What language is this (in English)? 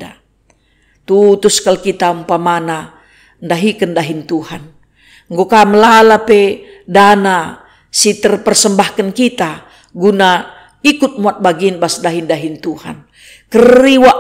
Batak Karo